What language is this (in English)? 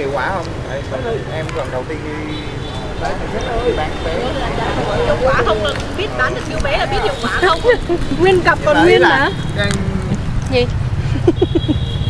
Vietnamese